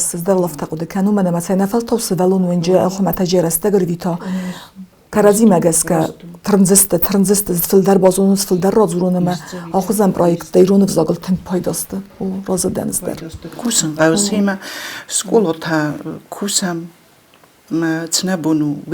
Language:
Ossetic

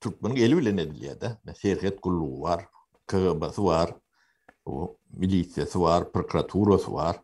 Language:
Turkmen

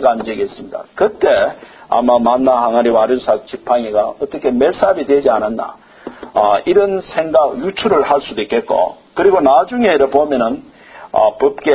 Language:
Korean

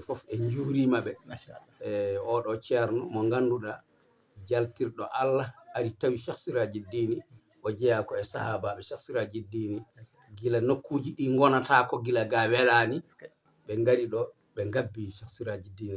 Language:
Fula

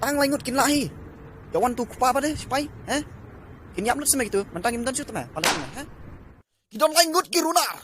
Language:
Khasi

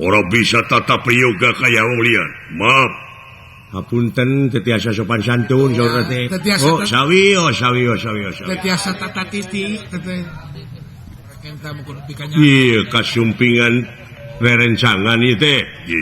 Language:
Sundanese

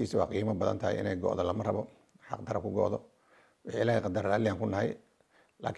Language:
Somali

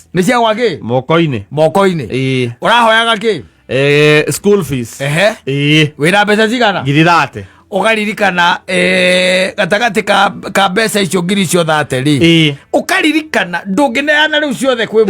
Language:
Kikuyu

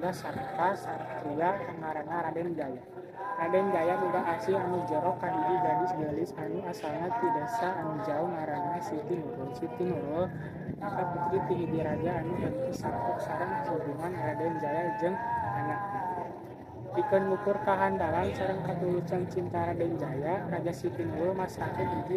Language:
Sundanese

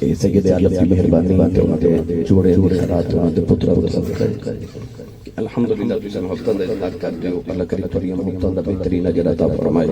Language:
Saraiki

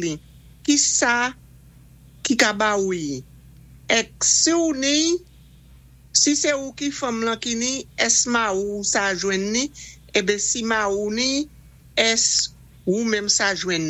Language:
Saint Lucian Creole French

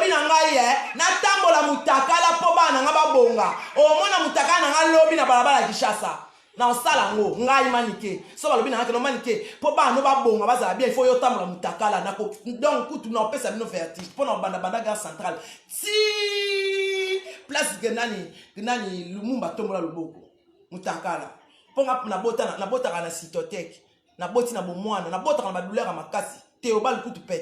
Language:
Lingala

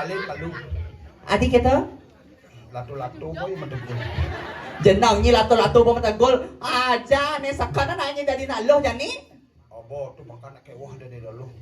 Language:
Balinese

